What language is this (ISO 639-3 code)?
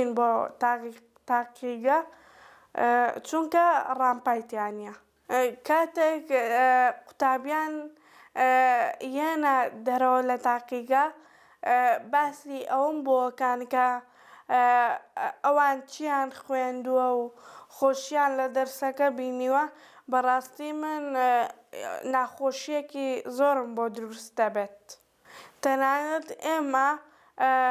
ckb